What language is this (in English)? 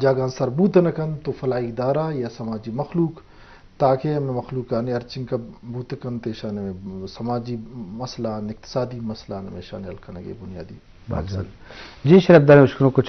Eastern Balochi